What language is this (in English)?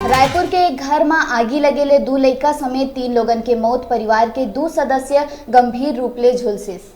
Chhattisgarhi